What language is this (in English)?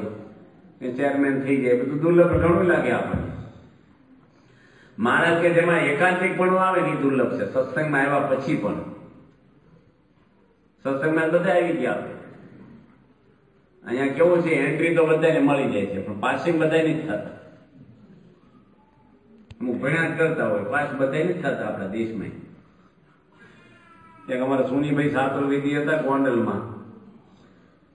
Gujarati